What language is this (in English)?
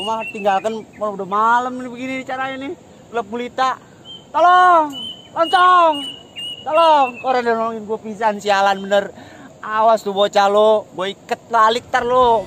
Betawi